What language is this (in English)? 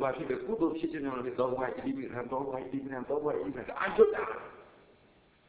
Burmese